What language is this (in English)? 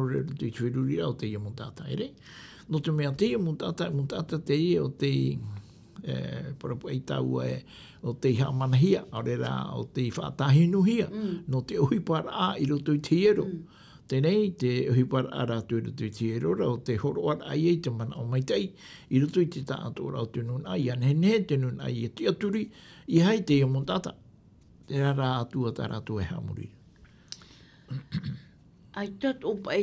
Tahitian